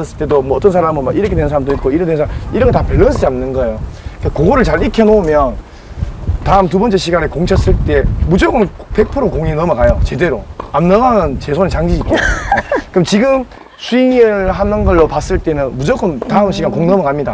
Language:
Korean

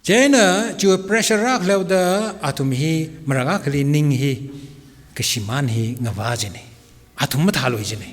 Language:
Tangkhul Naga (India)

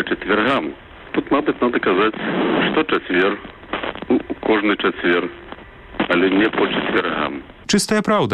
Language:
Belarusian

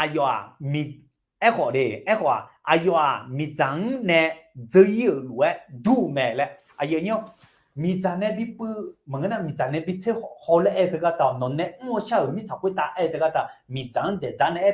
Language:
Akha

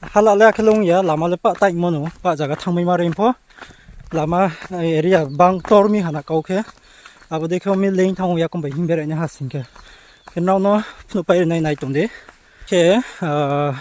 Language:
Riang (India)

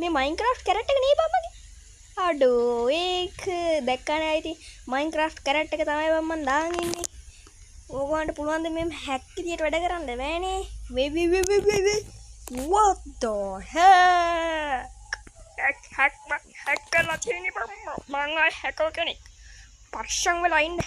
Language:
Sinhala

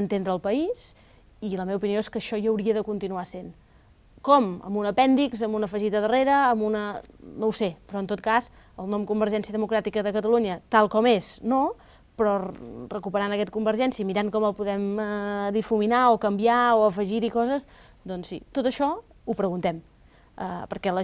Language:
Catalan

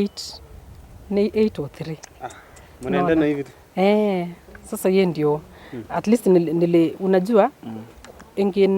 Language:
Nandi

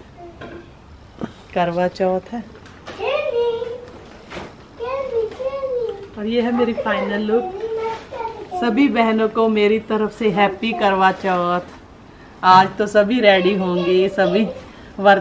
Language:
Hindi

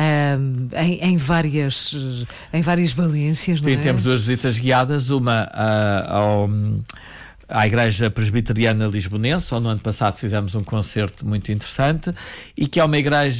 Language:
Portuguese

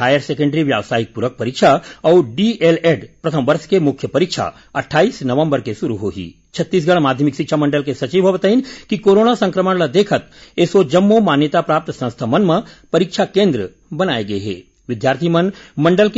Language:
Chhattisgarhi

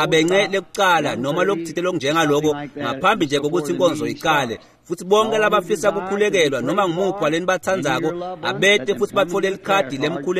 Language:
Swati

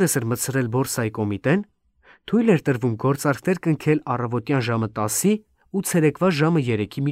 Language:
Armenian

